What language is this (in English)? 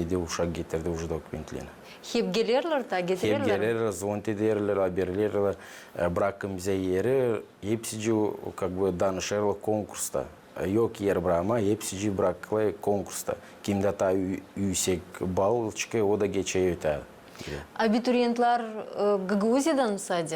Gagauz